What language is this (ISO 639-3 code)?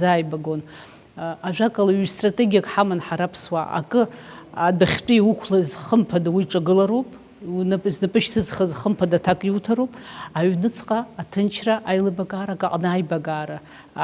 abk